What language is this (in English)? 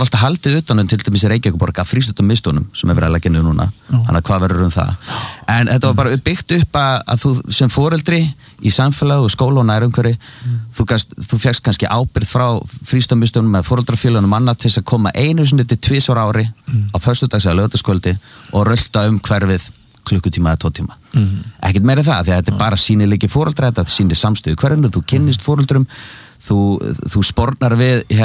Icelandic